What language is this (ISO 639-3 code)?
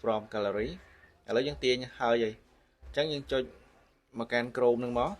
khm